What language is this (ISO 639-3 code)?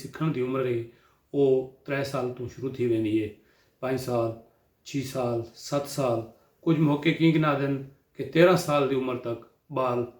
skr